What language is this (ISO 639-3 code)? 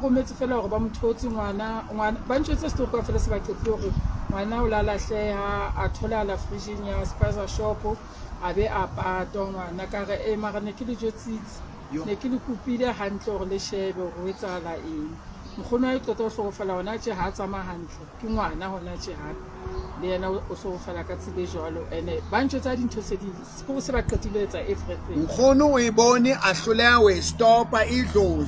sot